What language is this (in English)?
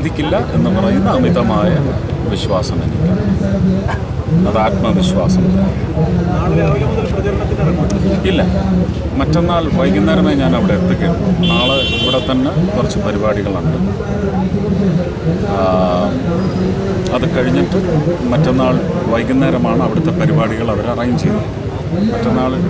Malayalam